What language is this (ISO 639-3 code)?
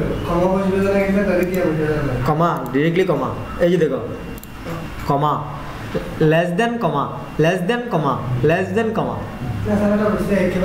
ben